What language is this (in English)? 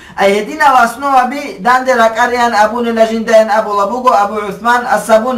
Avaric